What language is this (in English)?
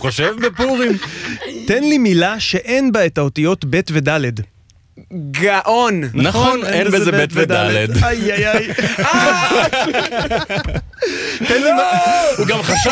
Hebrew